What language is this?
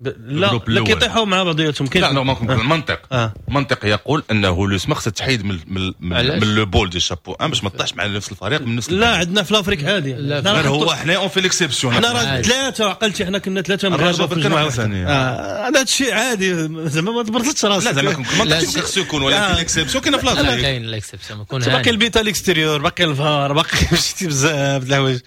Moroccan Arabic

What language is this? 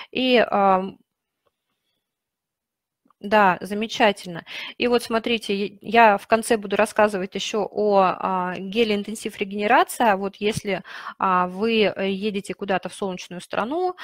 Russian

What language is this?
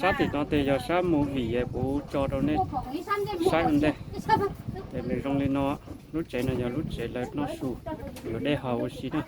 Hmong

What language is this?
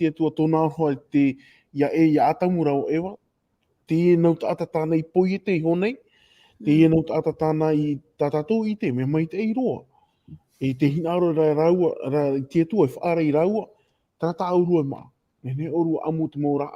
Tahitian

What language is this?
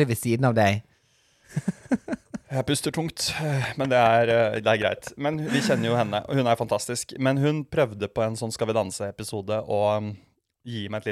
Norwegian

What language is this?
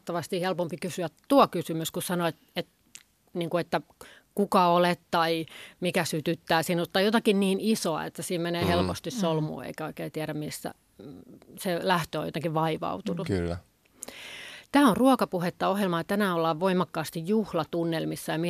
Finnish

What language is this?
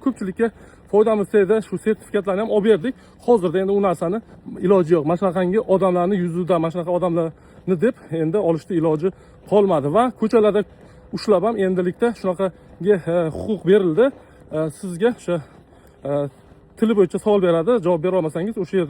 Uzbek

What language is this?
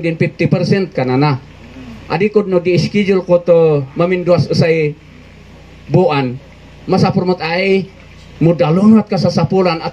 Kankanaey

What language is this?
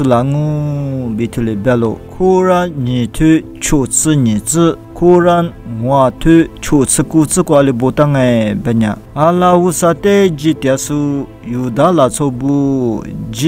Lisu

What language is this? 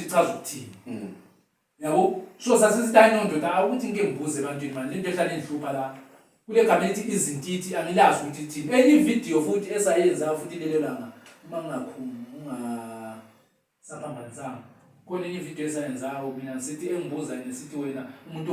Zulu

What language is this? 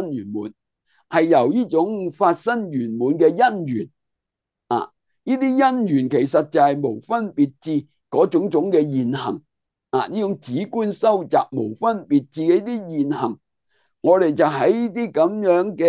Cantonese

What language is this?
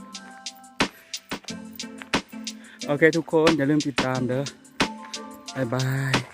Lao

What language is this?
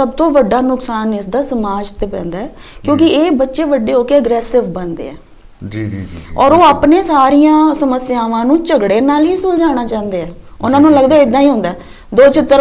Punjabi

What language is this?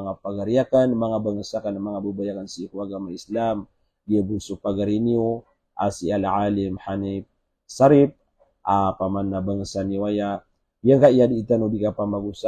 Maranao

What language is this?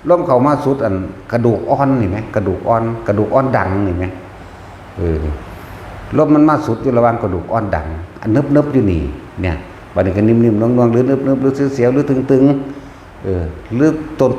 Northeastern Thai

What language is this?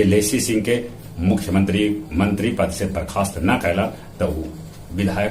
Magahi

